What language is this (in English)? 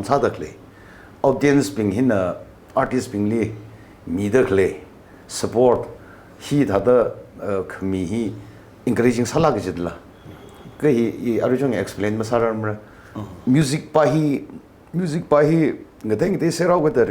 Tangkhul Naga (India)